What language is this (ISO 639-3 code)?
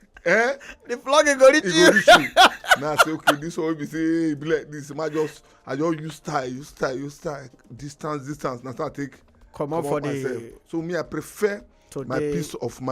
pcm